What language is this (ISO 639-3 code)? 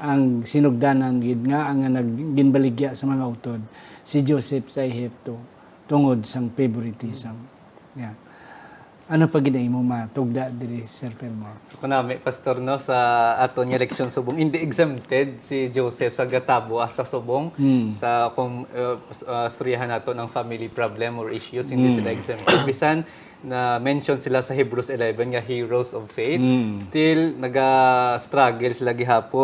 hil